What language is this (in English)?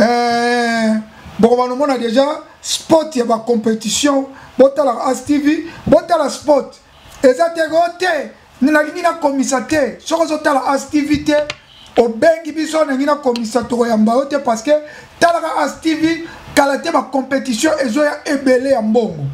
Lingala